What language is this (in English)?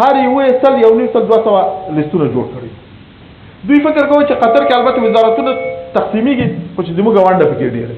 Pashto